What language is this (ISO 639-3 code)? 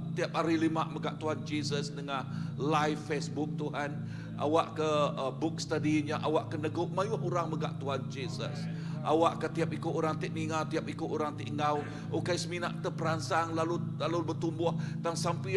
iba